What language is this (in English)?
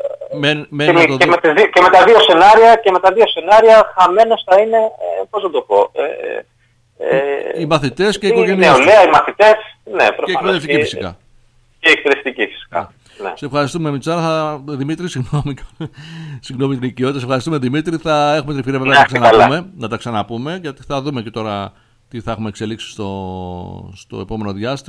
Greek